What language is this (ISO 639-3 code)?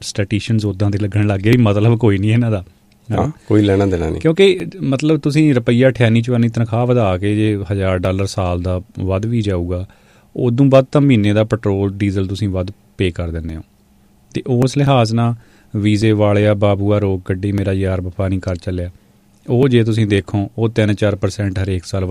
pan